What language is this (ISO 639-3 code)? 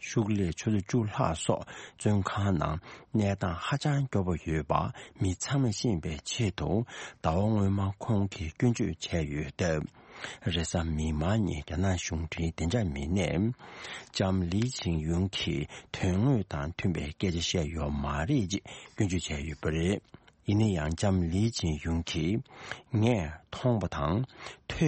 bod